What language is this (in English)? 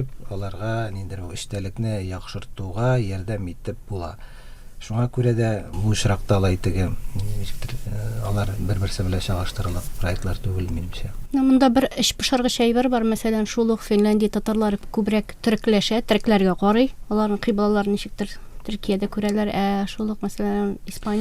Tatar